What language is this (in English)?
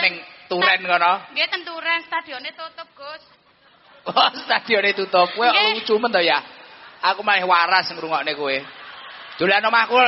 Javanese